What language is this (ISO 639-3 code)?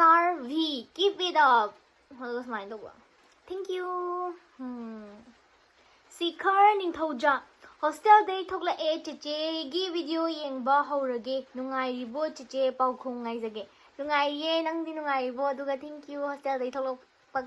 mni